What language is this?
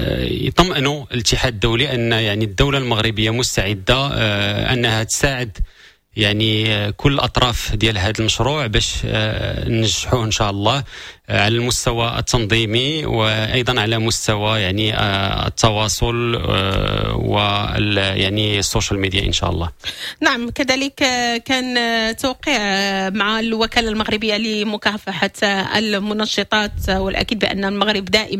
Moroccan Arabic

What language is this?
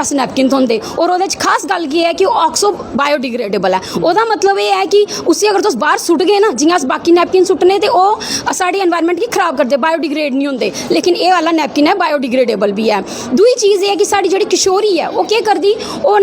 Dogri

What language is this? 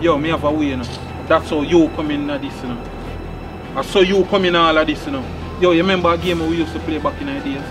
Jamaican Creole English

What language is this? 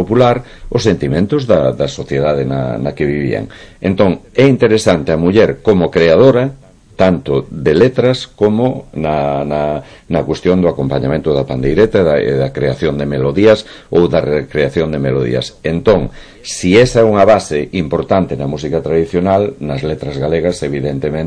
Galician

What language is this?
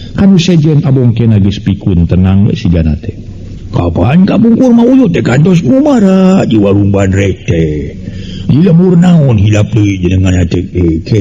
Sundanese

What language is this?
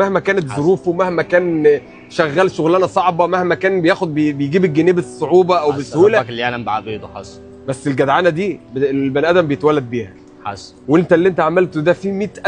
Egyptian Arabic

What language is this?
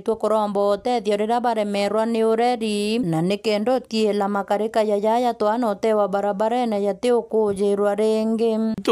Meru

